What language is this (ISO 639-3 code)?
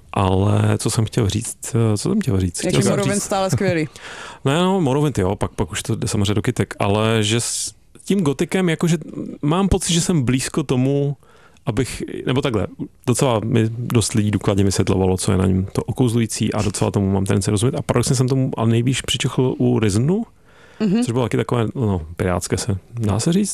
ces